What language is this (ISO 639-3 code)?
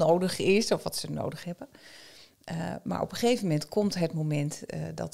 nld